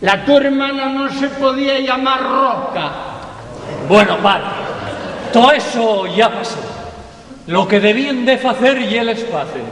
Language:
Asturian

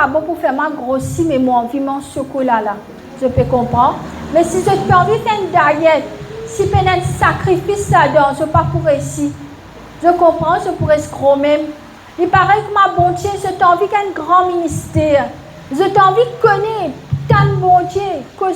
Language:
Morisyen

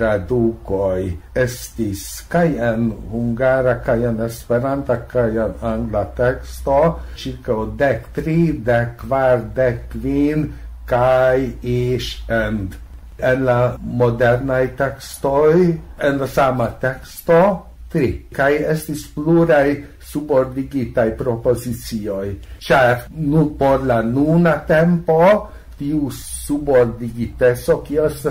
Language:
Esperanto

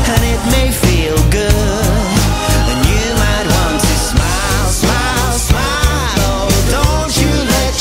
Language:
English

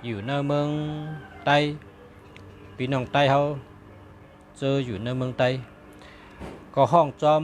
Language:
Shan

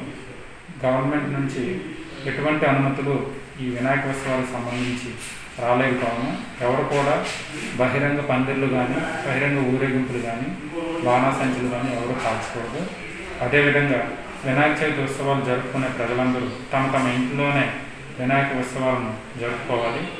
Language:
Telugu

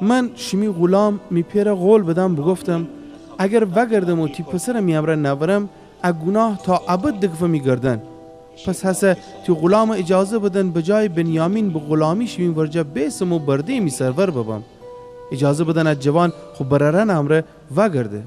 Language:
Gilaki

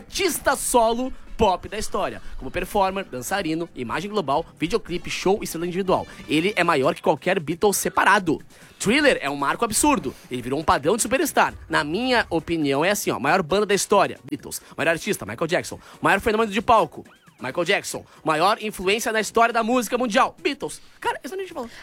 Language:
Portuguese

